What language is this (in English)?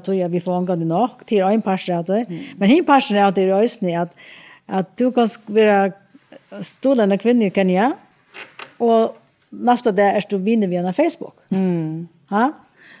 Faroese